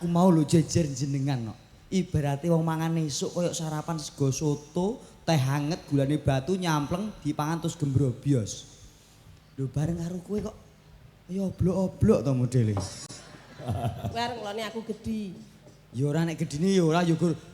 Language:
Javanese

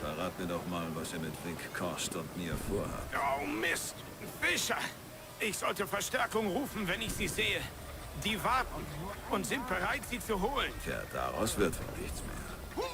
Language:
Bavarian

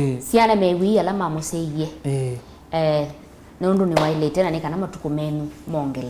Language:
Kamba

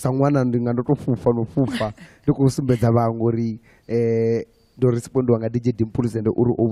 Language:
Venda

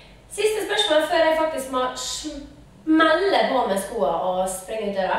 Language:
Norwegian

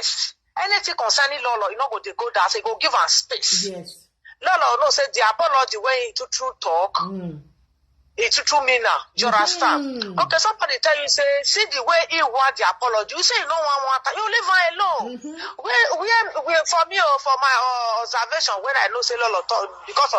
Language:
Nigerian Pidgin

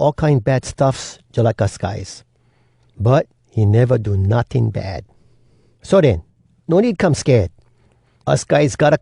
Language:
Hawai'i Creole English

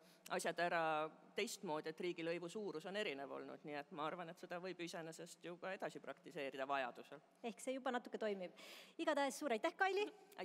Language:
Estonian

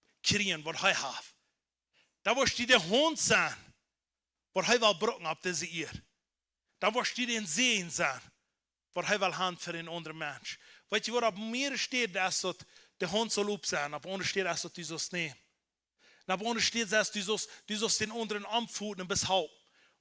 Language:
Plautdietsch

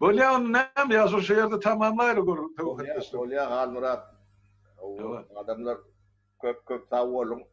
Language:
Turkmen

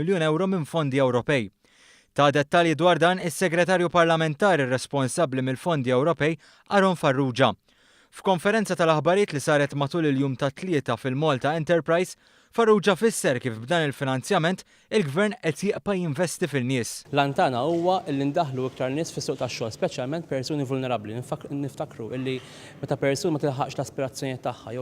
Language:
Maltese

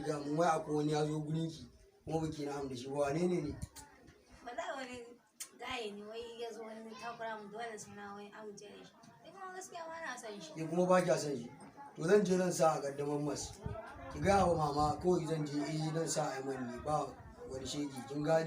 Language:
Hausa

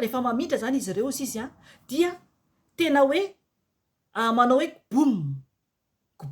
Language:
Malagasy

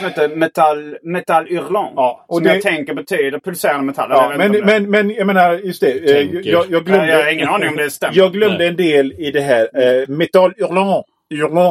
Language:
Swedish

